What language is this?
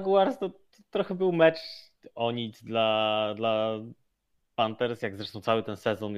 Polish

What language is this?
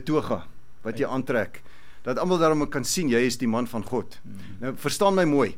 Afrikaans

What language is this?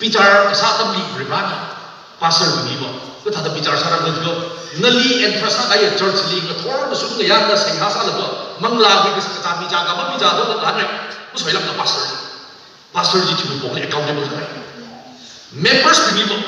Tangkhul Naga (India)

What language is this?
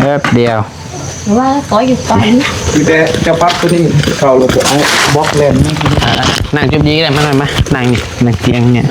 Lao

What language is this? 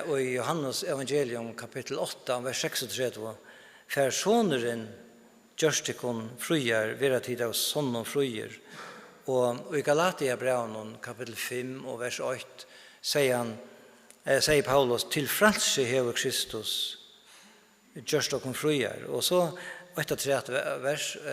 Faroese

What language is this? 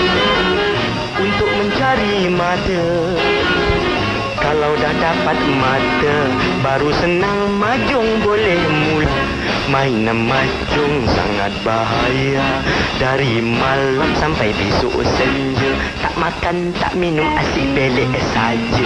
Malay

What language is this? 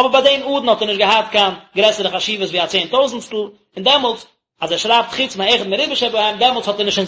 Yiddish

